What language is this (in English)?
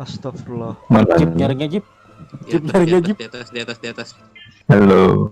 Banjar